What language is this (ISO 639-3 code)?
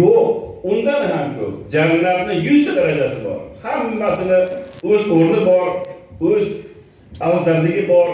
uzb